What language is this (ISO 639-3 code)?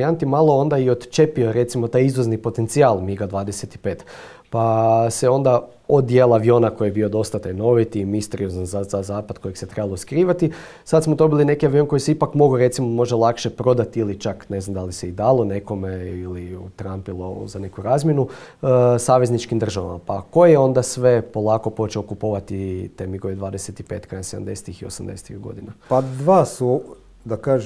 hrv